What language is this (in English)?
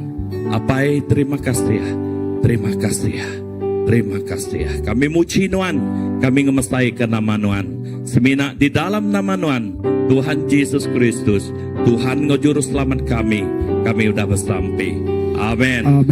Iban